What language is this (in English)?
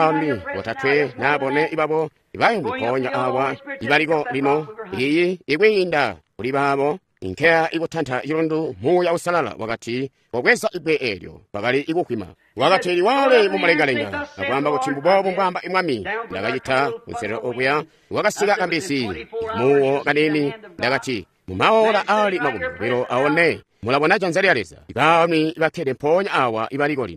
Tonga (Zambia)